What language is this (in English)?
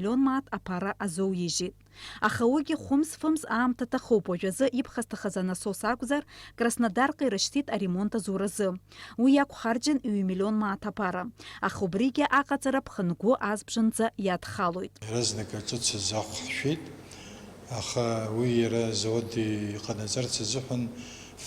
Abkhazian